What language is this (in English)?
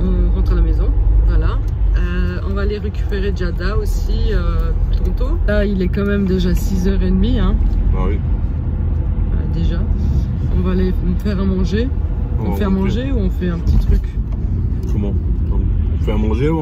French